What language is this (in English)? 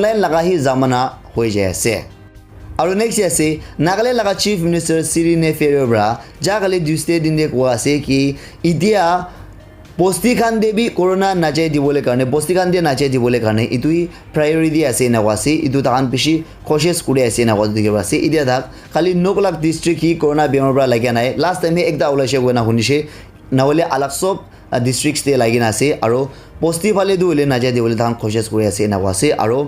Naga Pidgin